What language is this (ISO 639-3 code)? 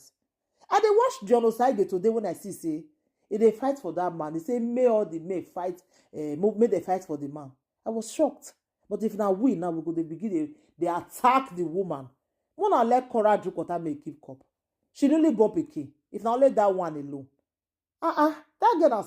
pcm